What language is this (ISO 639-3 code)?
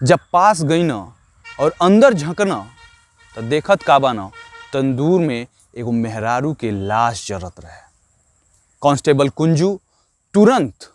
bho